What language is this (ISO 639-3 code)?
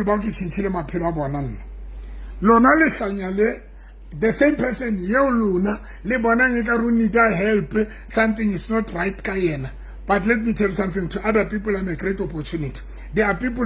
sot